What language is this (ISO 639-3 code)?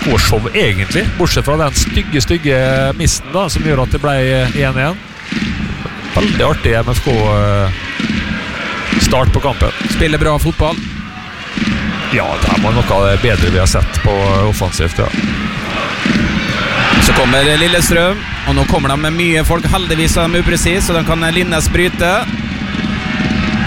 nor